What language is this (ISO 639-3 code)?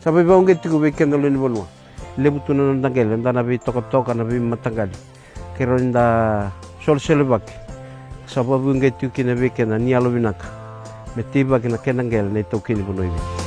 fij